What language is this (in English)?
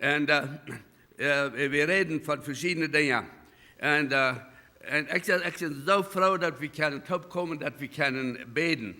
Plautdietsch